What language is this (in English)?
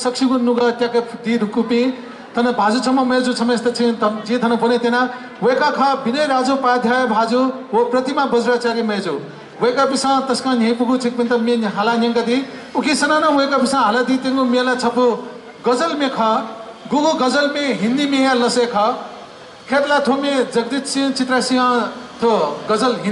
Newari